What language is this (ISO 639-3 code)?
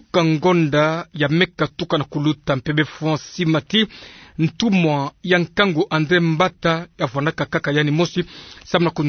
ktu